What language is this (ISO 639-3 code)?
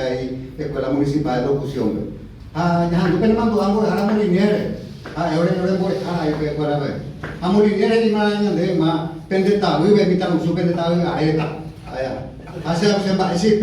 grn